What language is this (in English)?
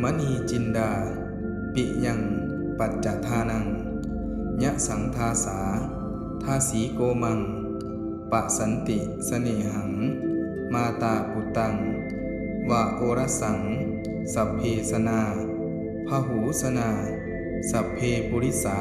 Pali